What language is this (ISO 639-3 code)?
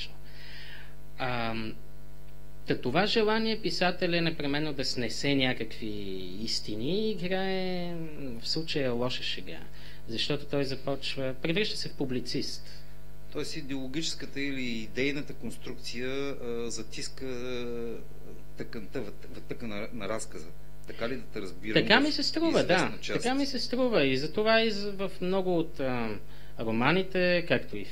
bul